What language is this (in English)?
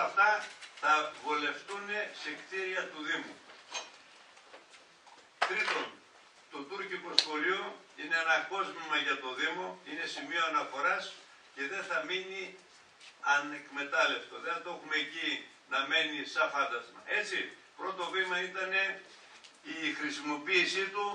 Greek